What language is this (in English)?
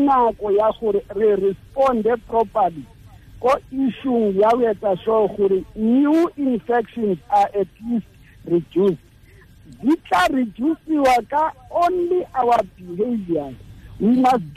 Tswana